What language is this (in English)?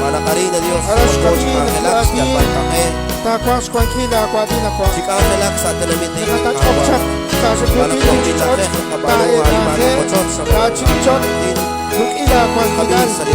Kekchí